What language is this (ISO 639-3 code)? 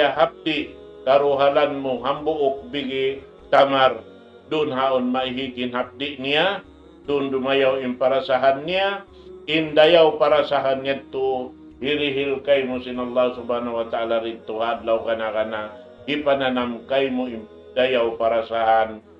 tsg